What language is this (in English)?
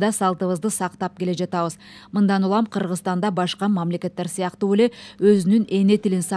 Kyrgyz